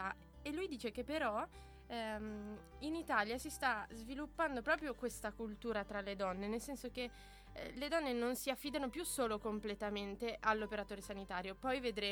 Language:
Italian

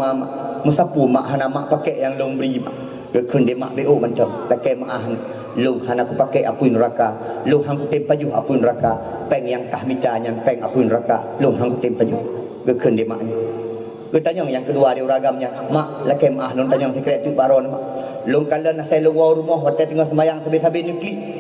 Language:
Achinese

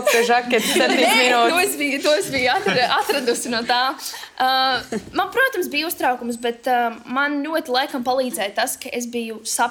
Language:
Latvian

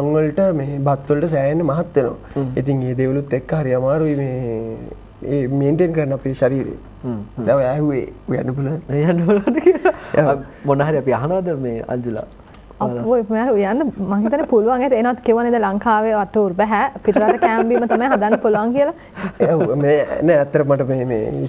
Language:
Sinhala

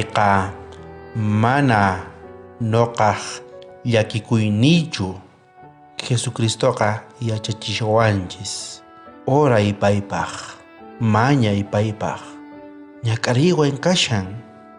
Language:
South Bolivian Quechua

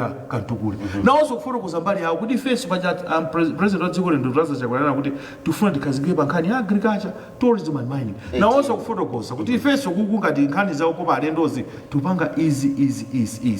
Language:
Nyanja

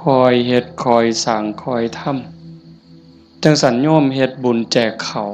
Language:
Northeastern Thai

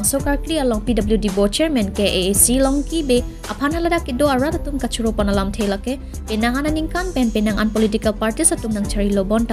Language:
Karbi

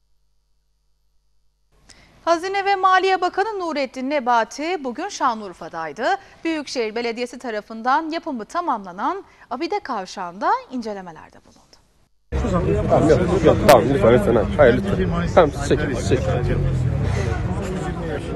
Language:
Turkish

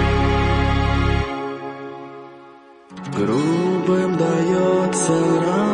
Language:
Russian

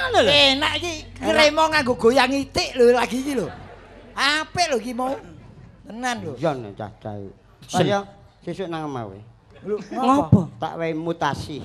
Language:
Javanese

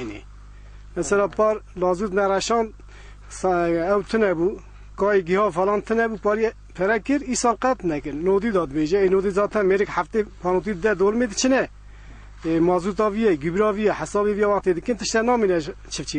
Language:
Kurdish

